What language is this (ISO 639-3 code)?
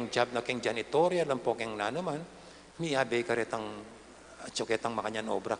pam